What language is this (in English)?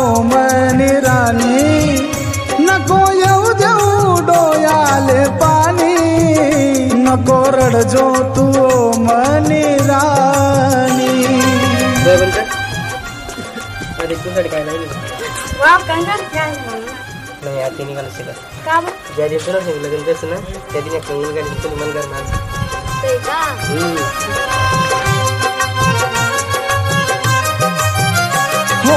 Marathi